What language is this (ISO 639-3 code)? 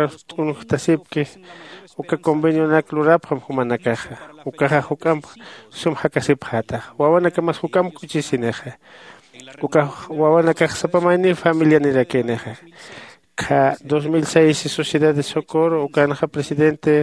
aym